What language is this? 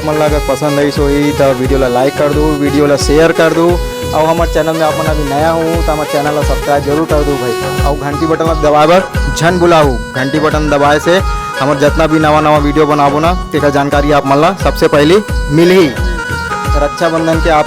Chhattisgarhi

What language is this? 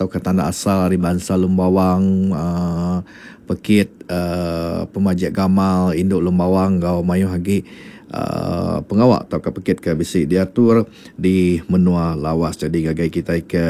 Iban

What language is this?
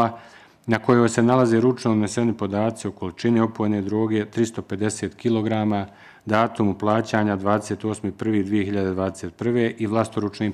Bosnian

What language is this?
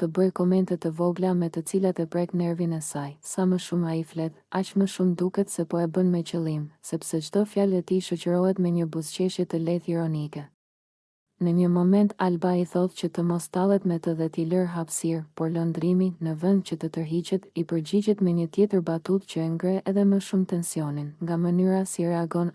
Albanian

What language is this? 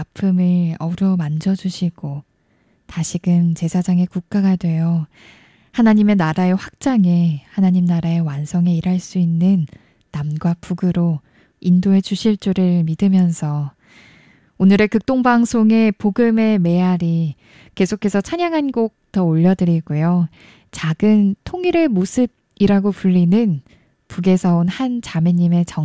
Korean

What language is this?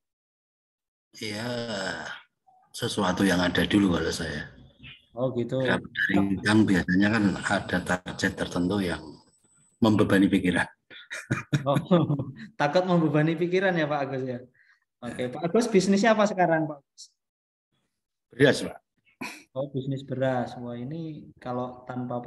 Indonesian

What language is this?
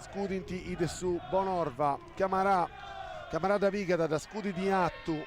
Sardinian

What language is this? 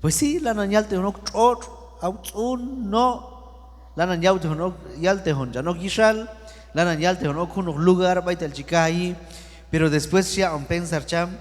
Q'anjob'al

